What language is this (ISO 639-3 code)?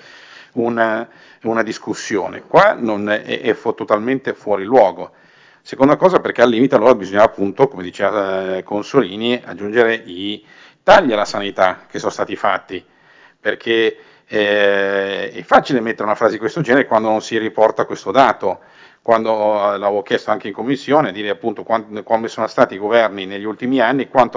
ita